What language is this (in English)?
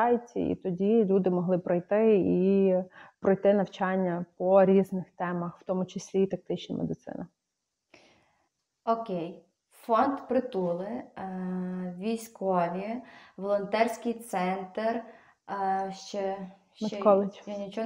Ukrainian